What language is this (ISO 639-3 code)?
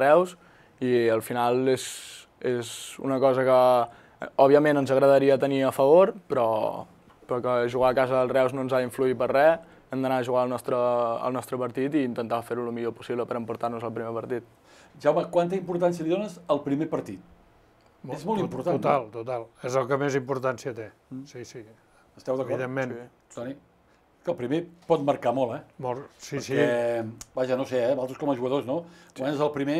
cat